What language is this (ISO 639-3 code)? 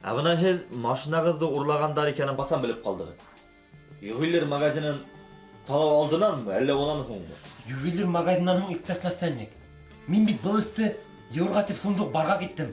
bak